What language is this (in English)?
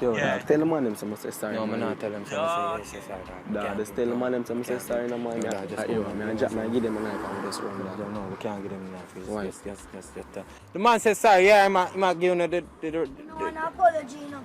Jamaican Creole English